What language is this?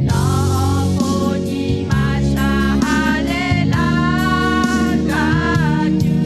Lahu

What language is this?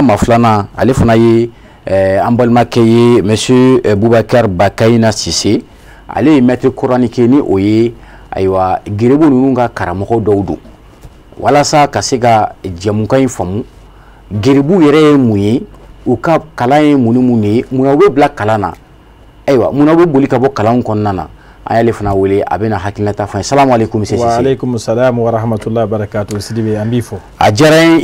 Bambara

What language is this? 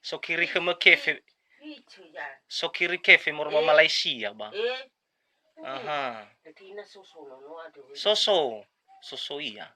Nias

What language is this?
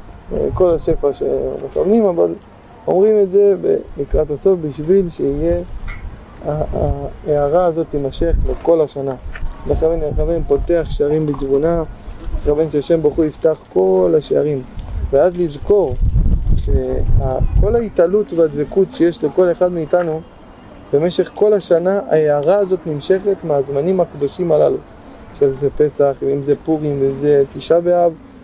Hebrew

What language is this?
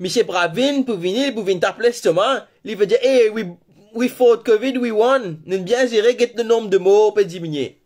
Morisyen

